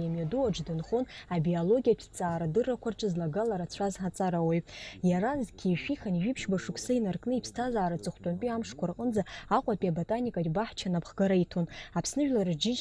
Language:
Abkhazian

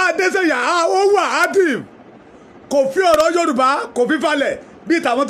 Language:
Yoruba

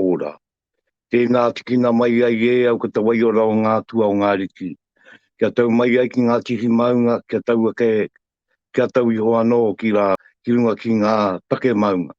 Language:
Māori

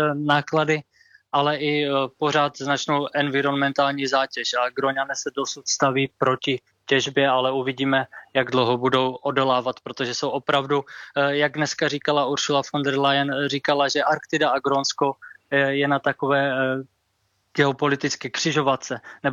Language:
Czech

